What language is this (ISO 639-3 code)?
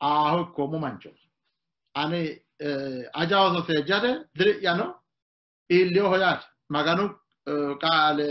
sid